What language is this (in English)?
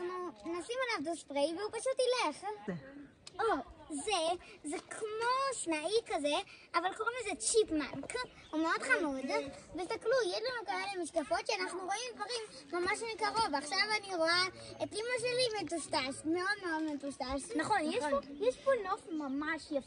Hebrew